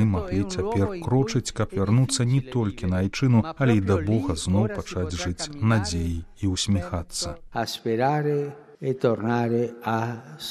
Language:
Belarusian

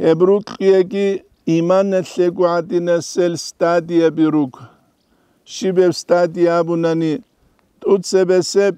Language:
Avaric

